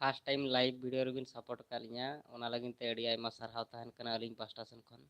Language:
Santali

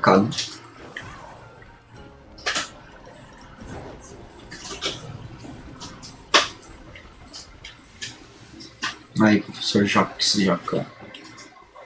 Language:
Portuguese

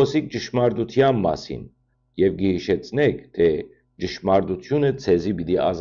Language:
Western Armenian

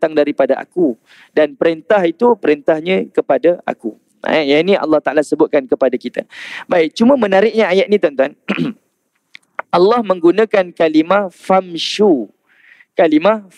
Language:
Malay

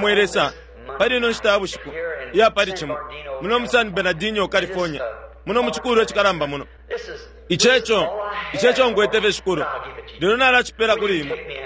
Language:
Bemba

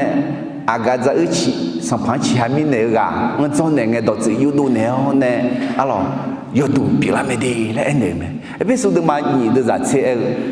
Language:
Akha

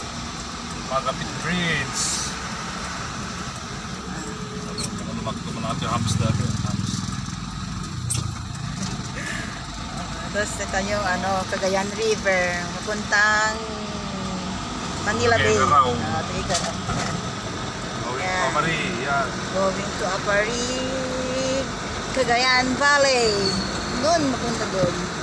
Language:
Filipino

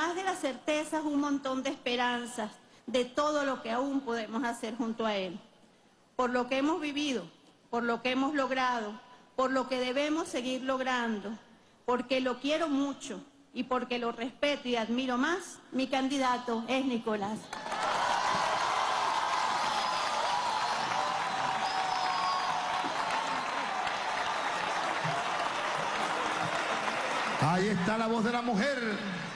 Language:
Spanish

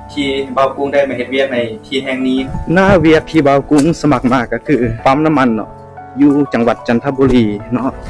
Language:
Lao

